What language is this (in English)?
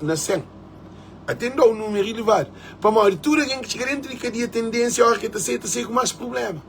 Kabuverdianu